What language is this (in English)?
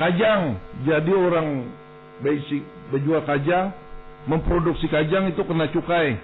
Banjar